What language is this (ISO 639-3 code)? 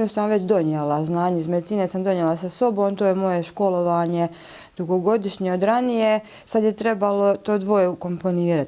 bos